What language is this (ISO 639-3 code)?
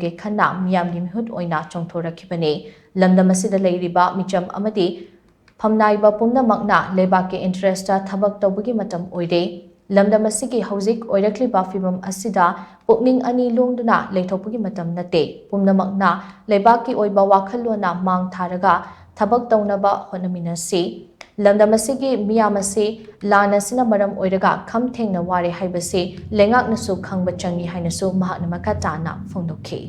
mni